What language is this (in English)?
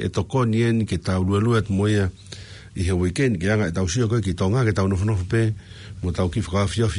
Tongan